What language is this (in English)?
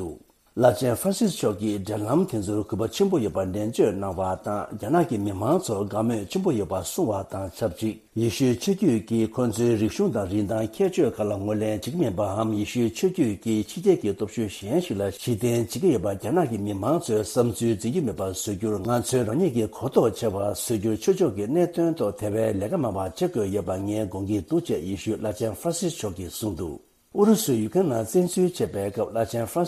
Tibetan